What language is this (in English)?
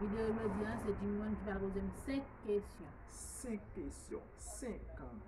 Haitian Creole